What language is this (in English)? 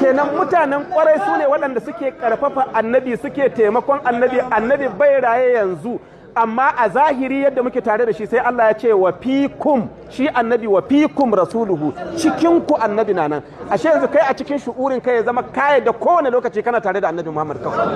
Hausa